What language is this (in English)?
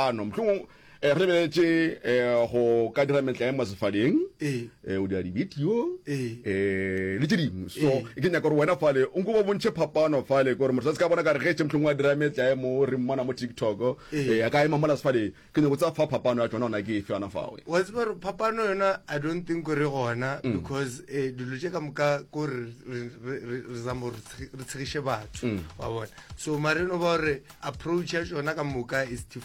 Northern Sotho